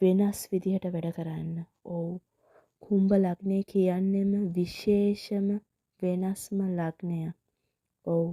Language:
Sinhala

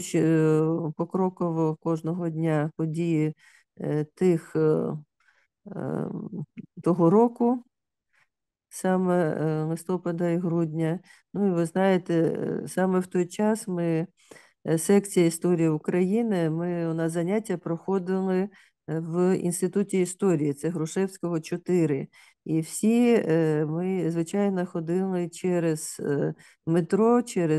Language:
Ukrainian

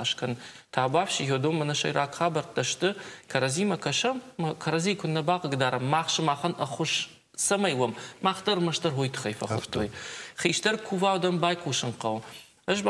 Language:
Ossetic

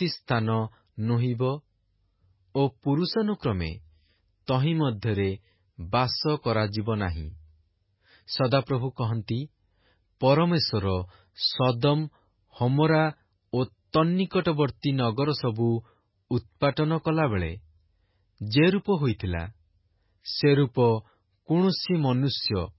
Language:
Odia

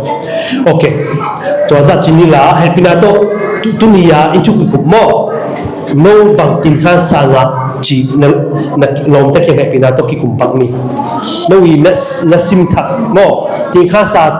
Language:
Tedim Chin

